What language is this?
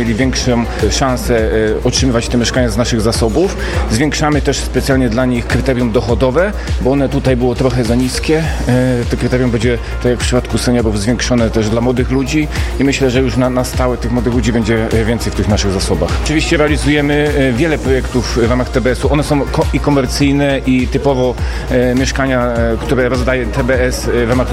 Polish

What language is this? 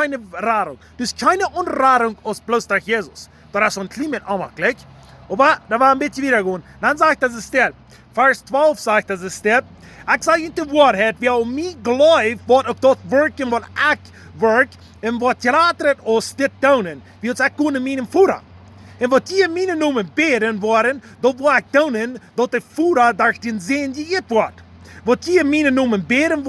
Plautdietsch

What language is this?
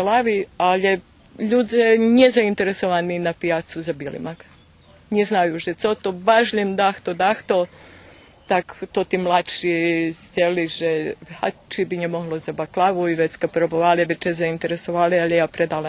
Rusyn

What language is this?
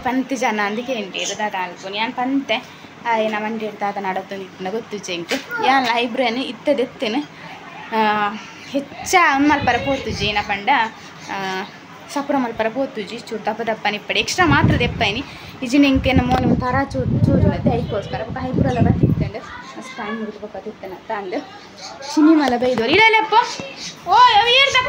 Tulu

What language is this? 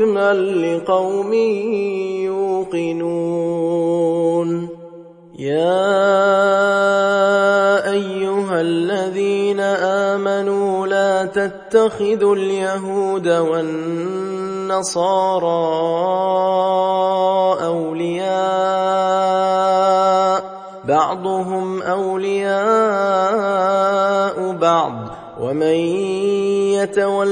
Arabic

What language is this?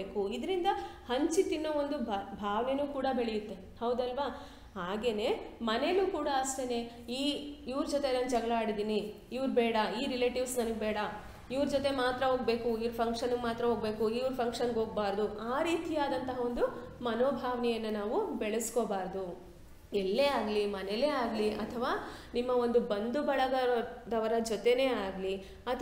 Kannada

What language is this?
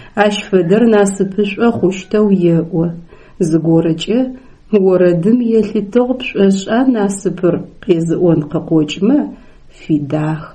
Adyghe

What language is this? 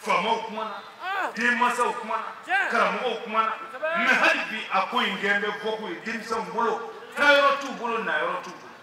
Bambara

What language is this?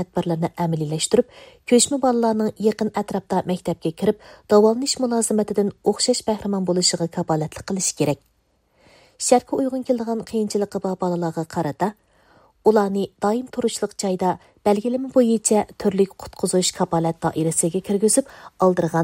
Uyghur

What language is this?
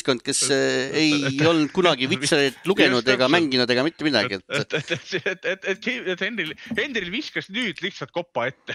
Estonian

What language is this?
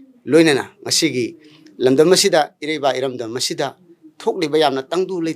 Manipuri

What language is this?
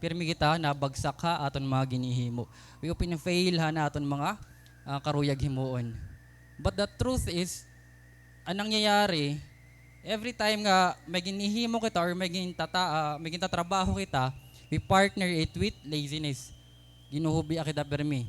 Waray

